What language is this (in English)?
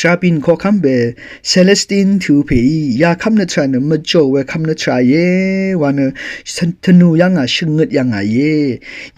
Rawang